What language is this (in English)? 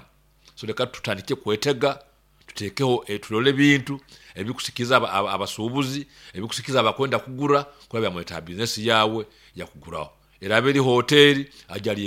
Nyoro